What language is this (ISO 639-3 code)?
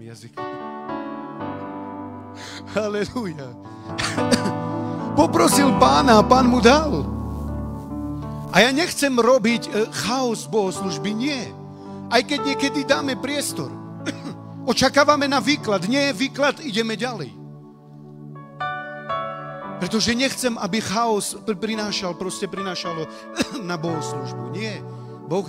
slk